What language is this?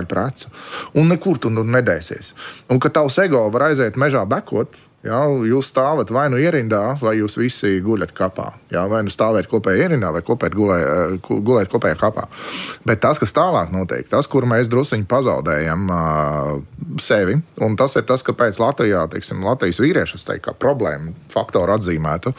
Latvian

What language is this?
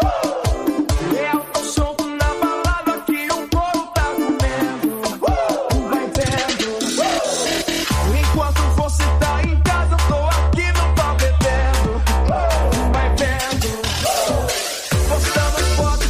Portuguese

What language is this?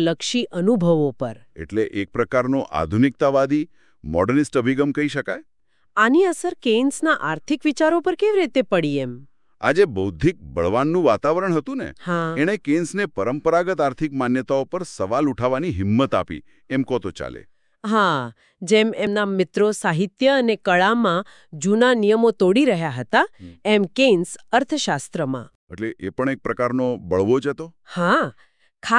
Gujarati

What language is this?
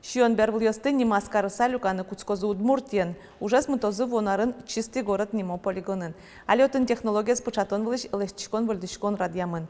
Udmurt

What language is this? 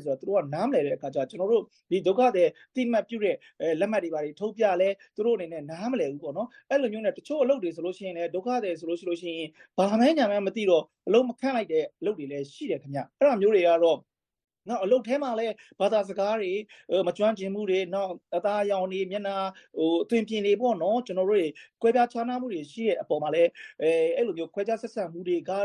Burmese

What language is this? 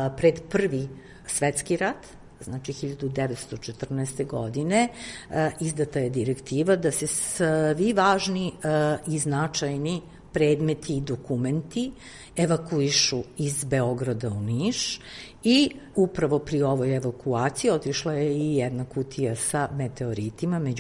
Serbian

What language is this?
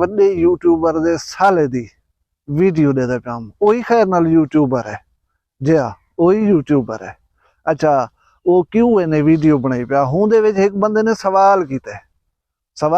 Saraiki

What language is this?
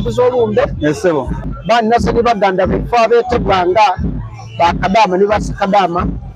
Soga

